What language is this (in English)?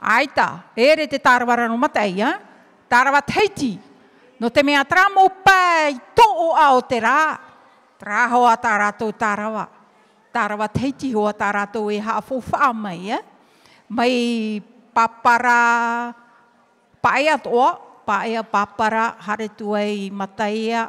Tahitian